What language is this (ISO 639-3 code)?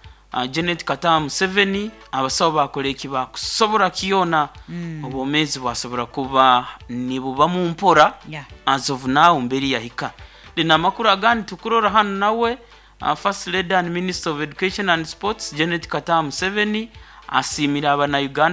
nyn